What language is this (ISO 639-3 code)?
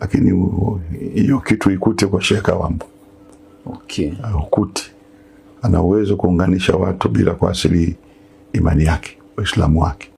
swa